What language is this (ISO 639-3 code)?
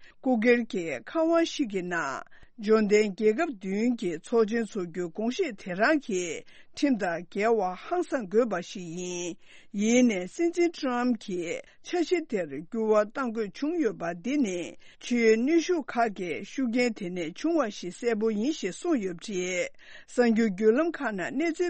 bod